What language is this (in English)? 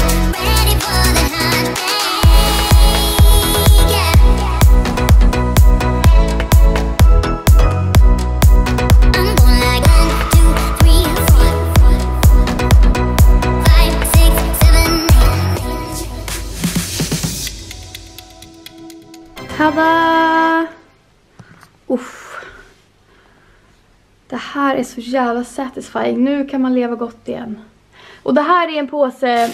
Swedish